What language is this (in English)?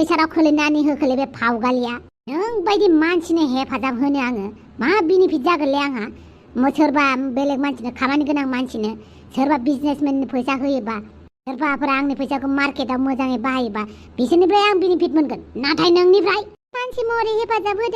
Bodo